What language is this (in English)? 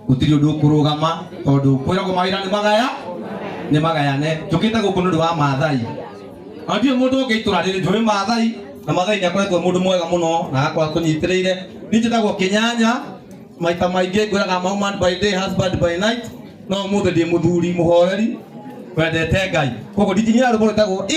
Kikuyu